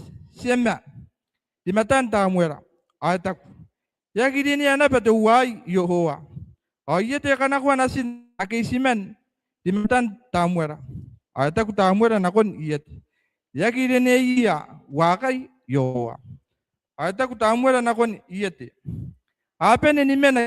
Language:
Gilbertese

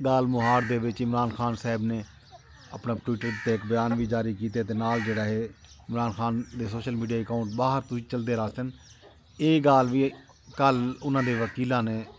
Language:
Saraiki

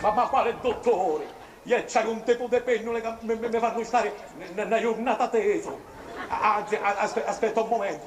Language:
Sicilian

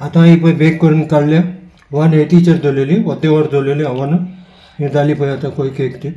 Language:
Konkani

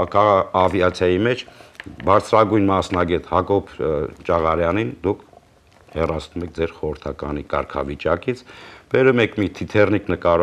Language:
Armenian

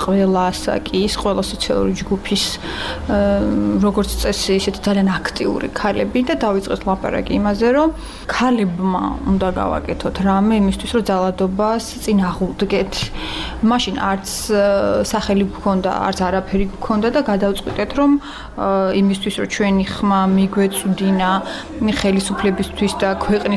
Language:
Georgian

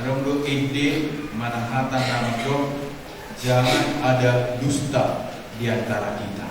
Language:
Batak Toba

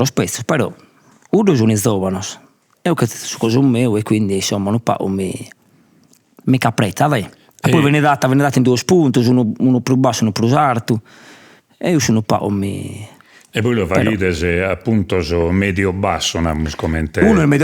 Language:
Sardinian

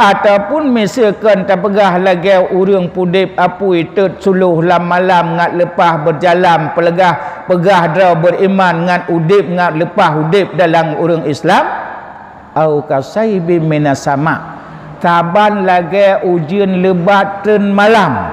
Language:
Achinese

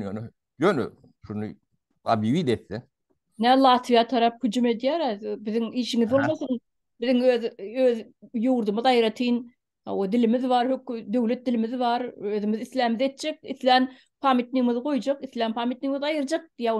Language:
Turkmen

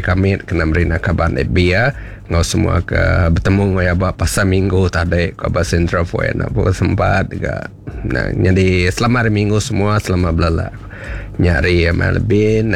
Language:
Iban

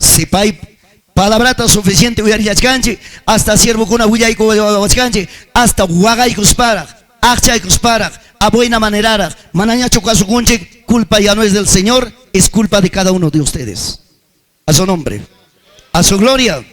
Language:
Ayacucho Quechua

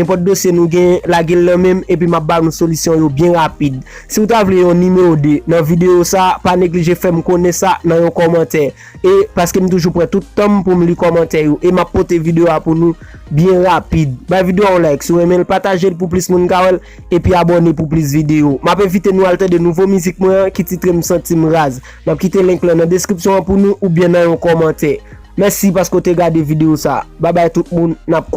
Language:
Haitian Creole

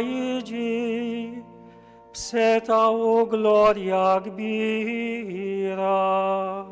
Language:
Maltese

